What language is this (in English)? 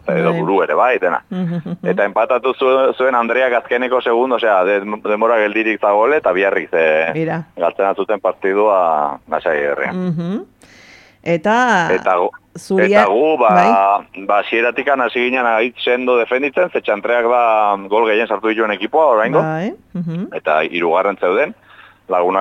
Basque